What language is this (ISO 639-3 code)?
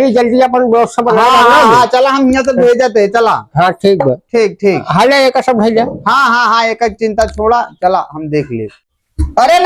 awa